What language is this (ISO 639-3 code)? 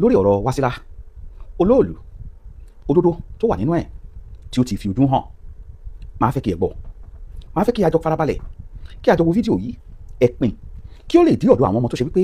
yor